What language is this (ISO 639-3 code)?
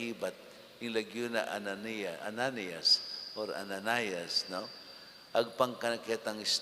pam